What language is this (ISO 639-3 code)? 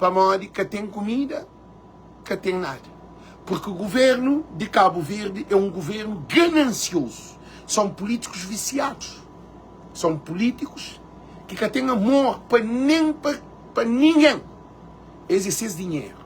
kea